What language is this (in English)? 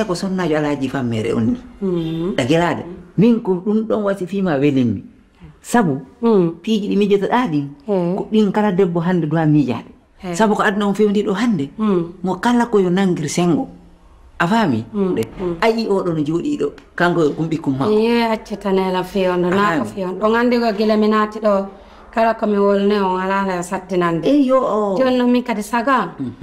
Fula